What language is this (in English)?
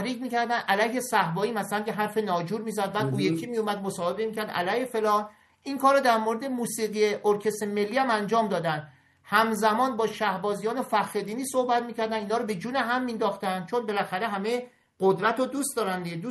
Persian